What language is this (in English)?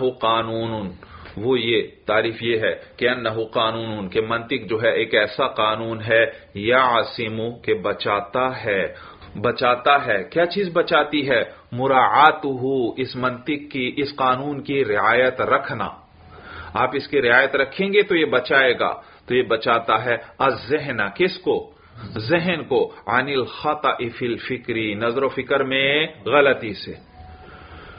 Urdu